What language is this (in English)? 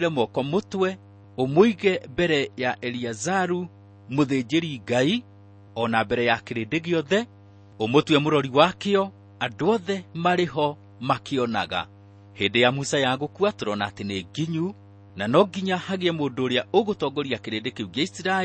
Kikuyu